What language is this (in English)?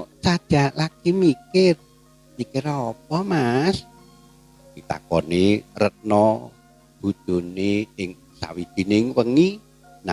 Javanese